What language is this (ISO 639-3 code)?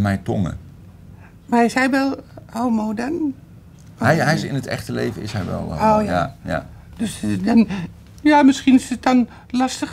nld